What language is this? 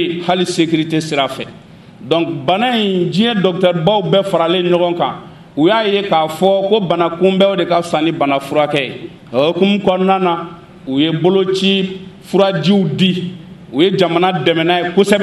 Bambara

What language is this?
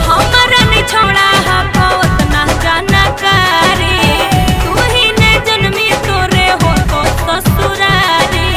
Magahi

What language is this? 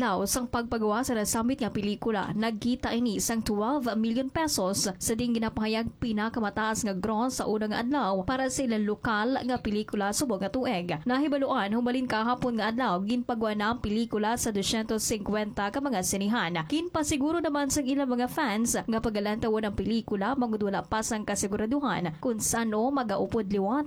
Hiligaynon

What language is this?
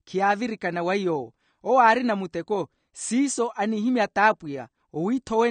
Makhuwa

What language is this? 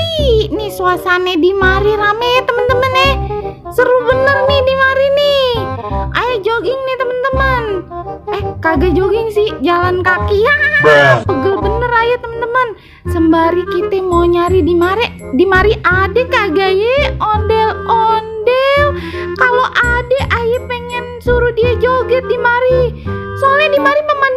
Betawi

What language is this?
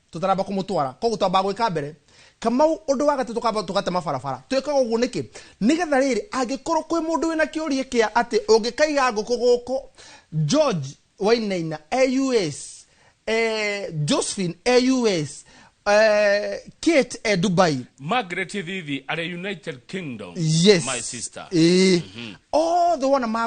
Kikuyu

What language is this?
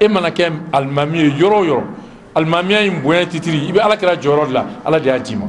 Bambara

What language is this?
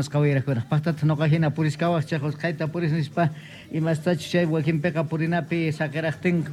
South Bolivian Quechua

